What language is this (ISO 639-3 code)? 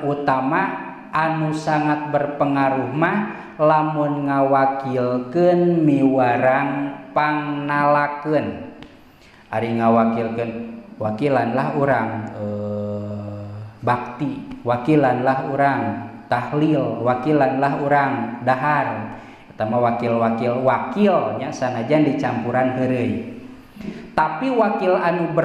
sun